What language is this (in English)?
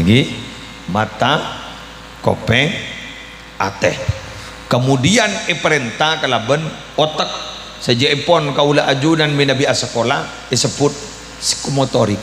Madurese